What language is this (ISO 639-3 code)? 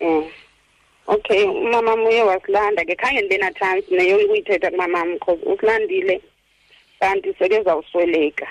xho